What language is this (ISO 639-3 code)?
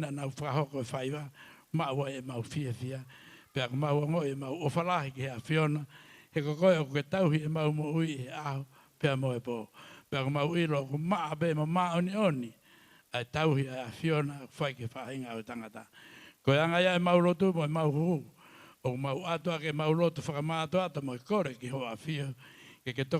ton